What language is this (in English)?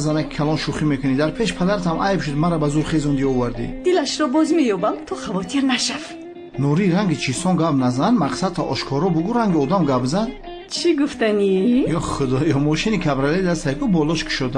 Tajik